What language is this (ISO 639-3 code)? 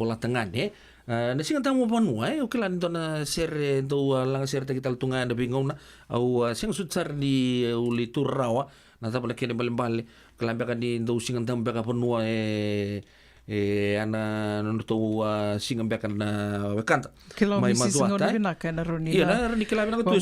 fij